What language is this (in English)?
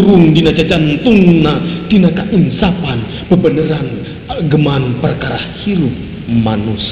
Sundanese